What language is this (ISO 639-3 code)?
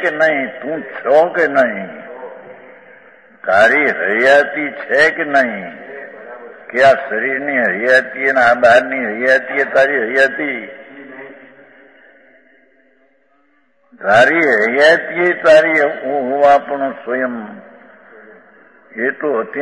guj